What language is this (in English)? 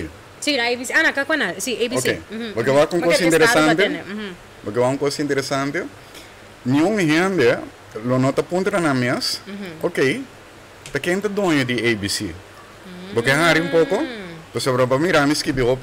Papiamento